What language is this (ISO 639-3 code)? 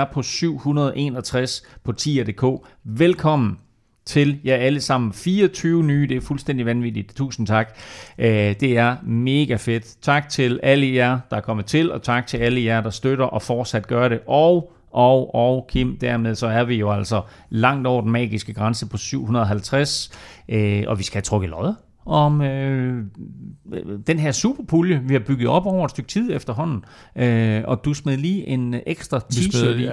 dan